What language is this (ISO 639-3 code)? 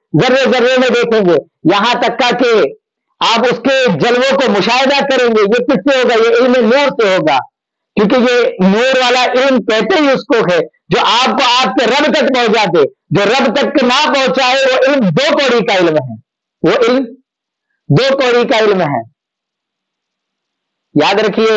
urd